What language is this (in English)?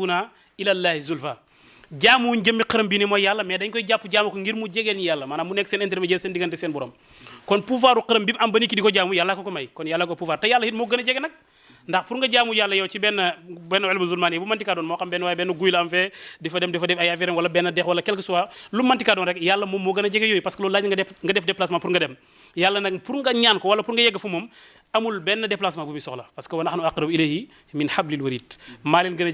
Wolof